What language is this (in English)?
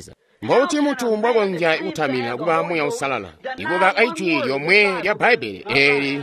Tonga (Zambia)